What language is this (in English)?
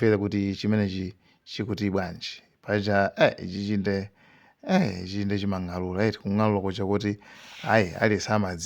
Nyanja